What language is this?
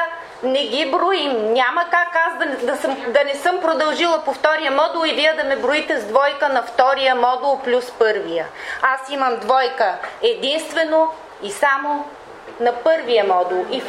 Bulgarian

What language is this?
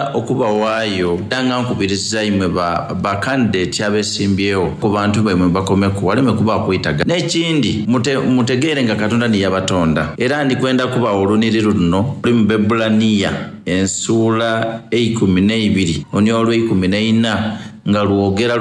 Soga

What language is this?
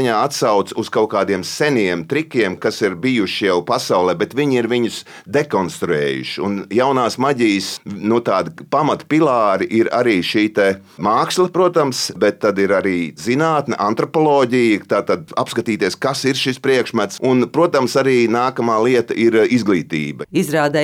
Latvian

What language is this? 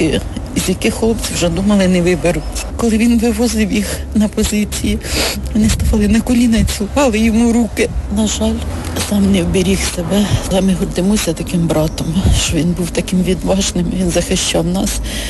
Ukrainian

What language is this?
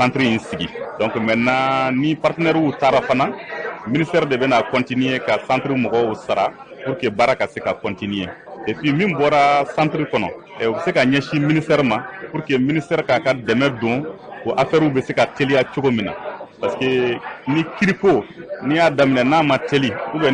Bambara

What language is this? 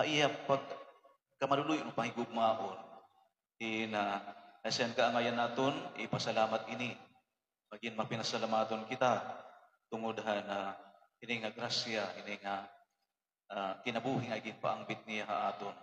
Waray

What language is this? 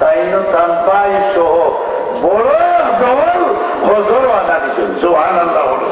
Sylheti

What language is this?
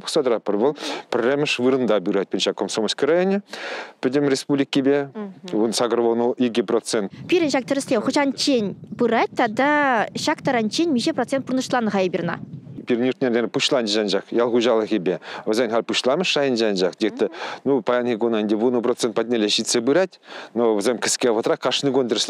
Chuvash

